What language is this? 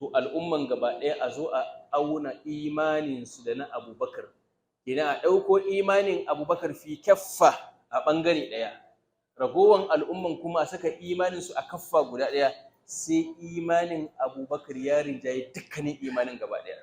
Hausa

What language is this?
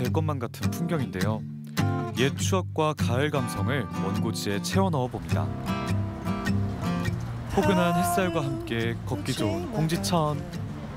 Korean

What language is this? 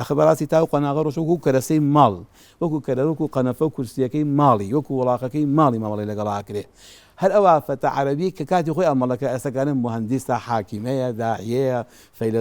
Central Kurdish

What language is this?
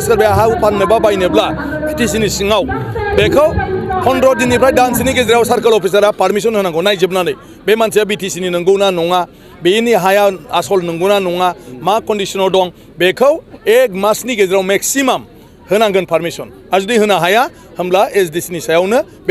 Bodo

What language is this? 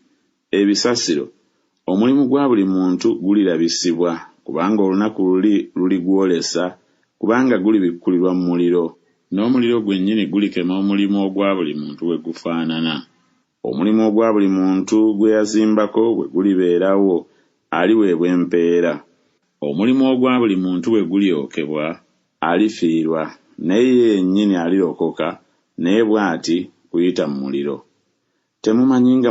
Ganda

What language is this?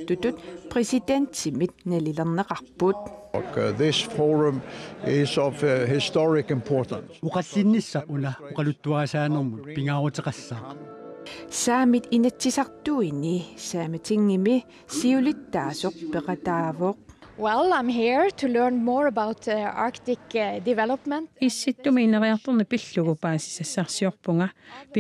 Kalaallisut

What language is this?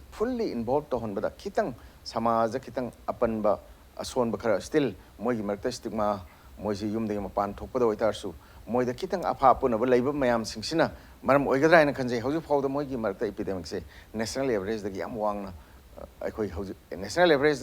Manipuri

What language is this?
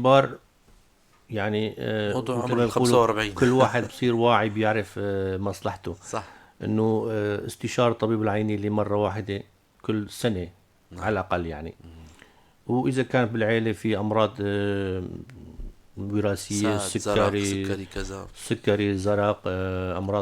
North Levantine Arabic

